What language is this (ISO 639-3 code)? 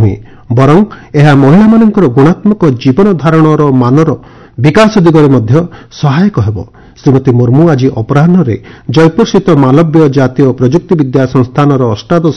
ori